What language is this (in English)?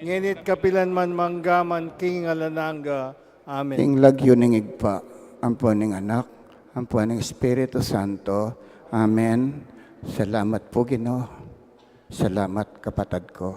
Pampanga